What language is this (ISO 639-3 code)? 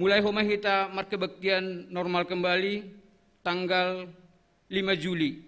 bts